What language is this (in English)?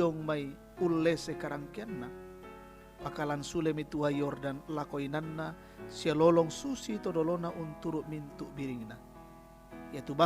Toraja-Sa'dan